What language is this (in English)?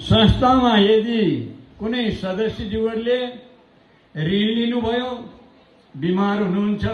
Nepali